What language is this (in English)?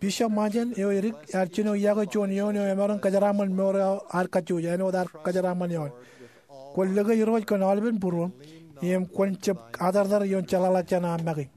Marshallese